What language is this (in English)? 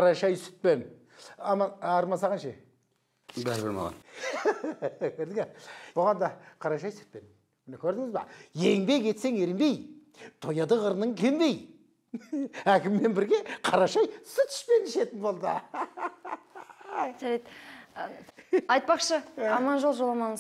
Kazakh